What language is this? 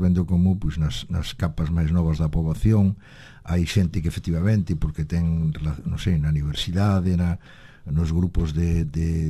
Galician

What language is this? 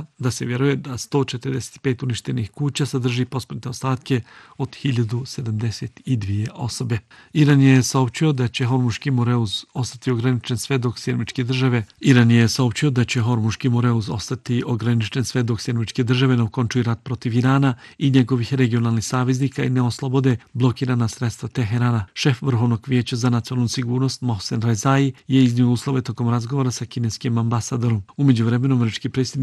Bosnian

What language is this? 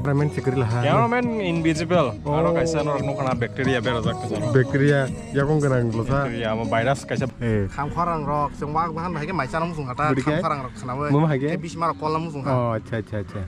Kok Borok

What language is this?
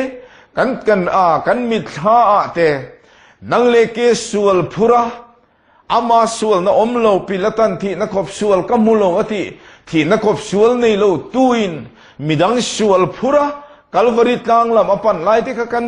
Mizo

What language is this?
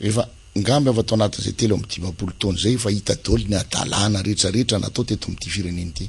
Malagasy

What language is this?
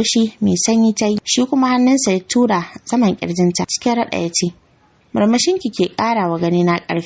Hausa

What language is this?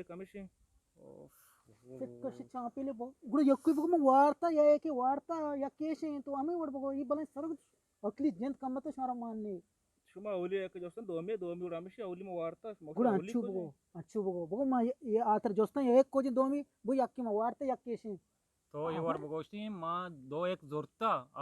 Eastern Balochi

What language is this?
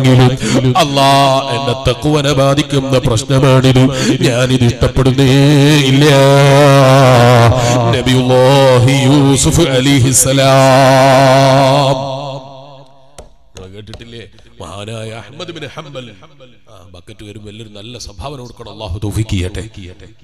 Malayalam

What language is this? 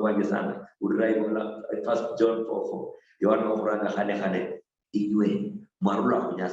Luyia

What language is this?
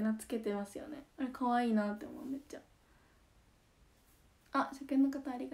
Japanese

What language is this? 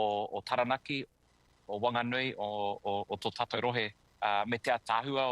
Māori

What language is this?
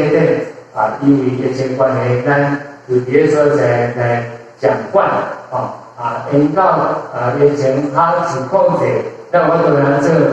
Min Nan Chinese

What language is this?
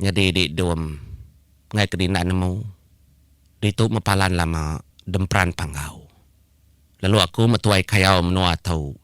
Iban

